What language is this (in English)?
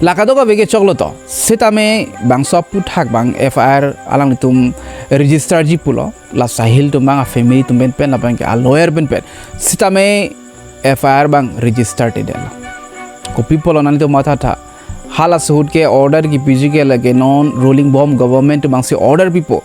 Karbi